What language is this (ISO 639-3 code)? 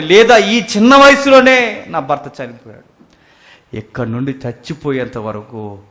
tel